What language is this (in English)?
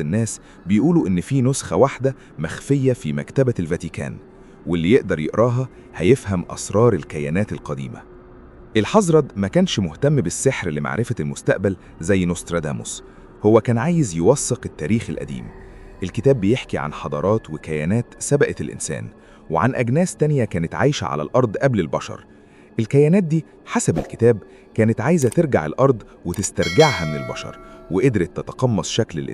Egyptian Arabic